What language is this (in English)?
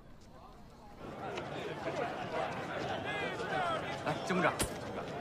Chinese